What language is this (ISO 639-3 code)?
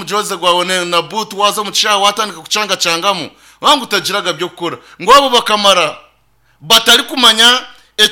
nyn